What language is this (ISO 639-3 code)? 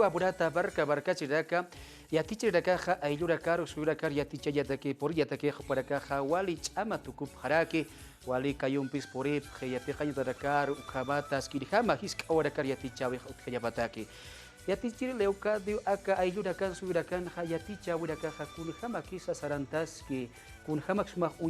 aym